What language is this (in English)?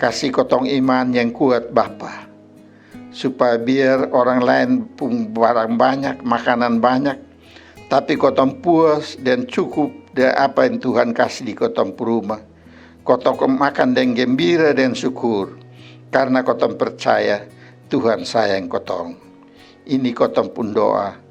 Kupang Malay